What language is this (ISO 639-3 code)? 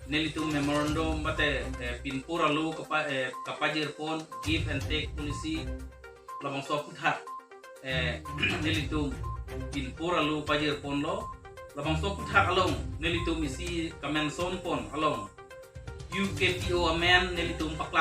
mjw